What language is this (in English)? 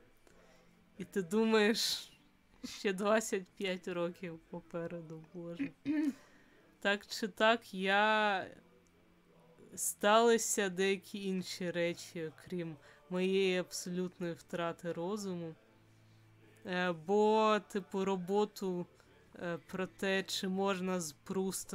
Ukrainian